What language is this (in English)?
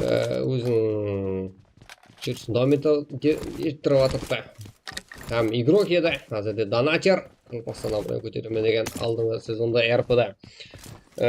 Kara-Kalpak